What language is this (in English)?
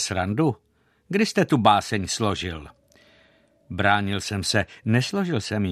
Czech